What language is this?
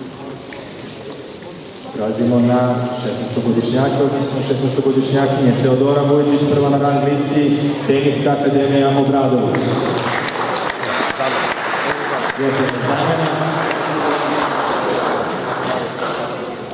Serbian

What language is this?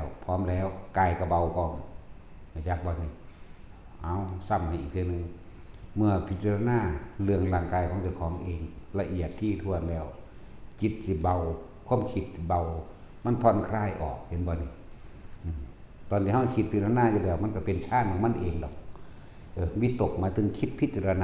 Northeastern Thai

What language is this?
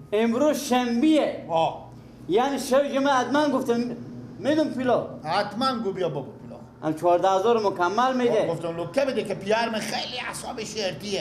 Persian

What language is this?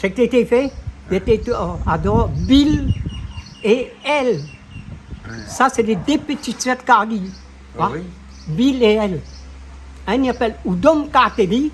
Réunion Creole French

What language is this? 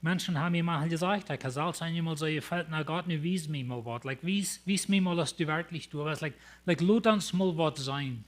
Plautdietsch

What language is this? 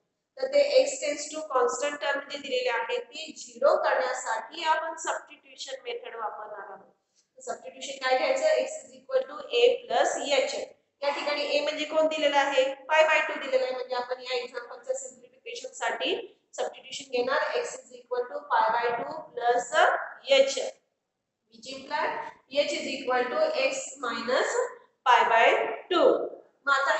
Marathi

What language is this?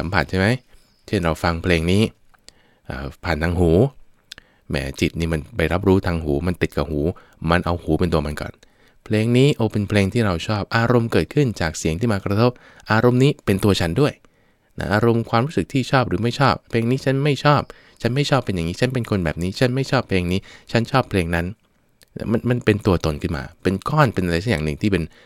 Thai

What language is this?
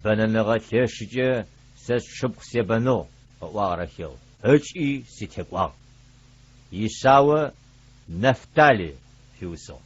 Adyghe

